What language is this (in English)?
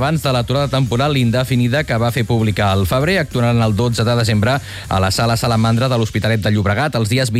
Catalan